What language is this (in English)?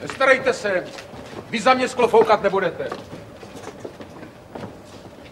Czech